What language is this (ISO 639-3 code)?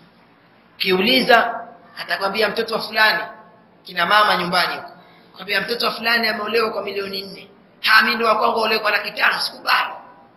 swa